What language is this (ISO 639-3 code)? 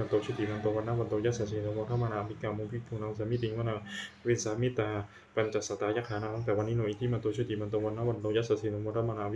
pli